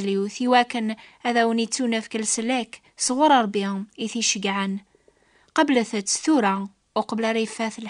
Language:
Kabyle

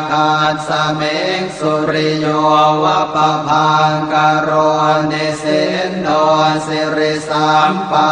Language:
Pali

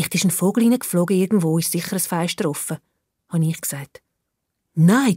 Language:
Swiss German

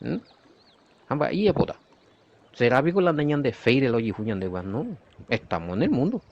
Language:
Guarani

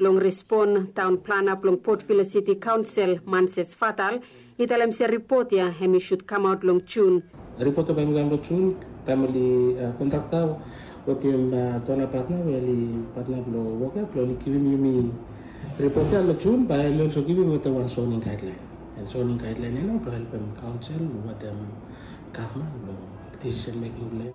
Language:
Bislama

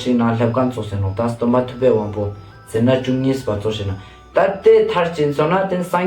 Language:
Ladakhi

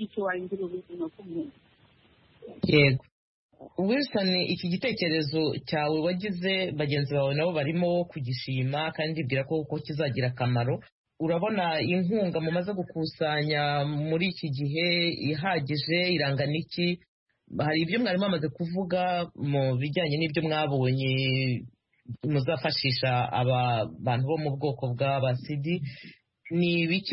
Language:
Kinyarwanda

